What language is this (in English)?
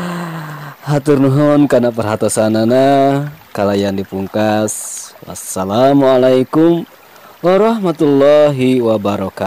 Sundanese